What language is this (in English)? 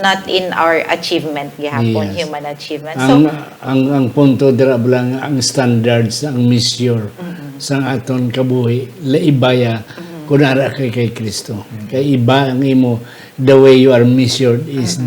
Hiligaynon